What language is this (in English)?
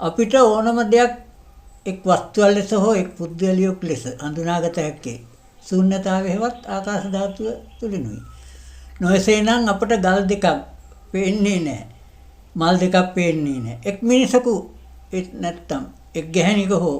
Sinhala